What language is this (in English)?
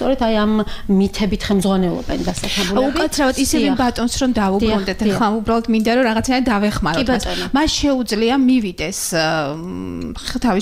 Georgian